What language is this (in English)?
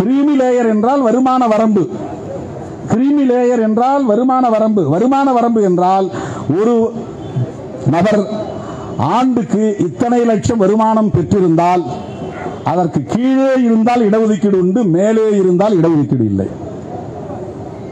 Tamil